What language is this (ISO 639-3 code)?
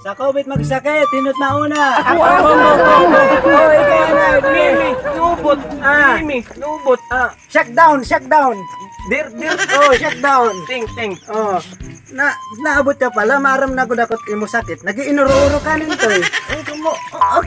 war